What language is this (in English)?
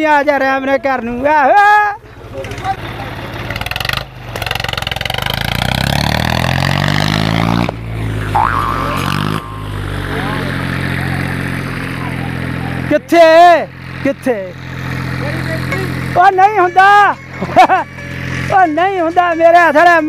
Punjabi